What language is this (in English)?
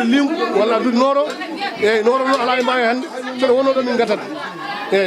Fula